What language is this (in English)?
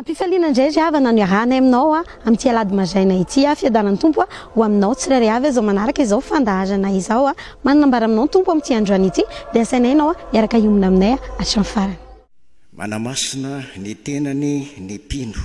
Malagasy